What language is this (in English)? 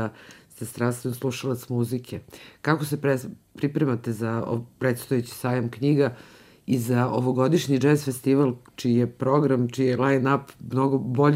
Serbian